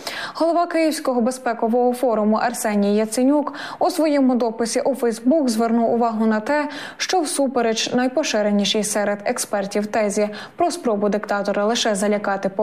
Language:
Ukrainian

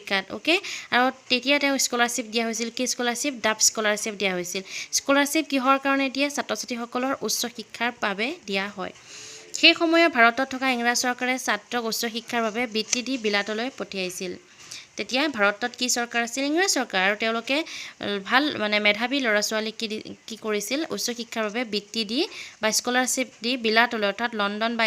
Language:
Assamese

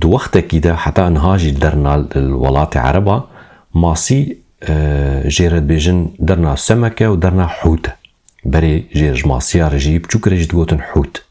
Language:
Kurdish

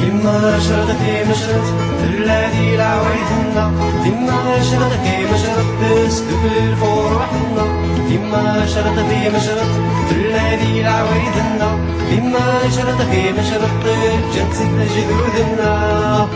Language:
Kabyle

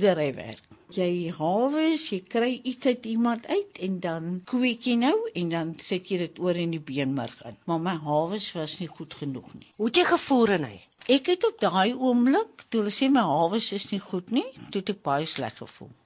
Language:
Afrikaans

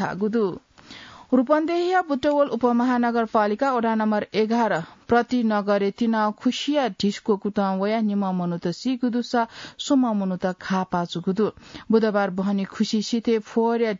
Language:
Newari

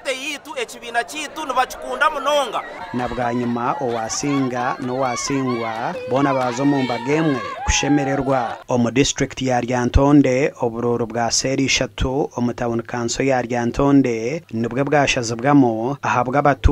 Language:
Nyankole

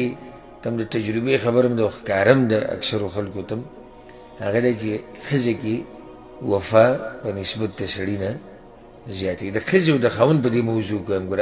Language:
Pashto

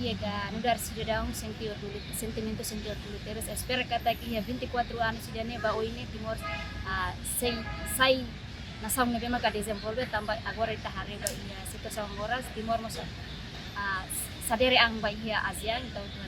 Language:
Tetum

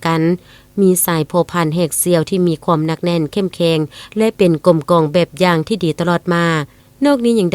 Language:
Lao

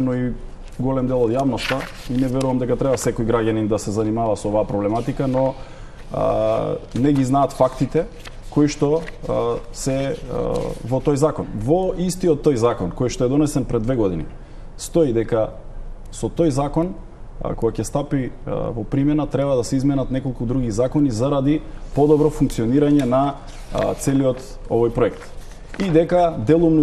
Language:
Macedonian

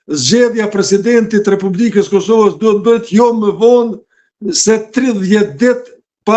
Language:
Albanian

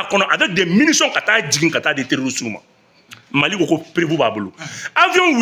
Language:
Bambara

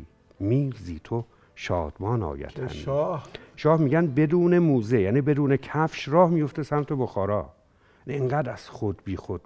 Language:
Persian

